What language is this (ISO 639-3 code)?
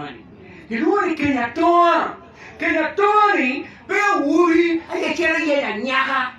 ach